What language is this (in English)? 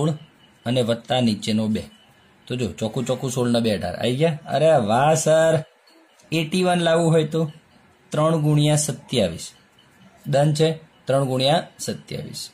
Gujarati